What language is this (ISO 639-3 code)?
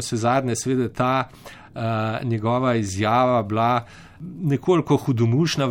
slv